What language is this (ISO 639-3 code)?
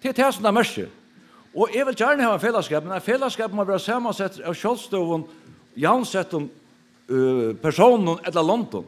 fao